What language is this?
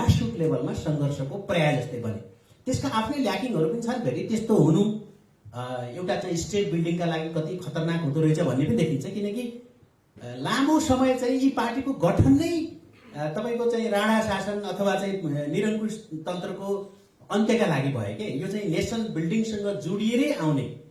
Nepali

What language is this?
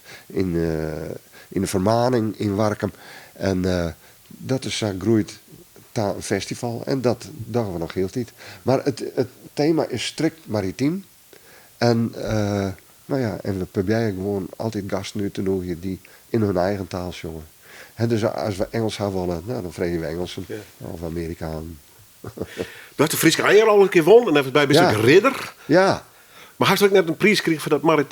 Western Frisian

